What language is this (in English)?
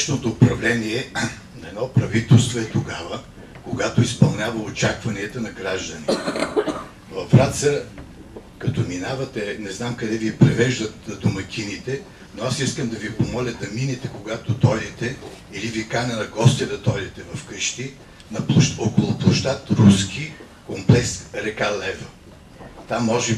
Bulgarian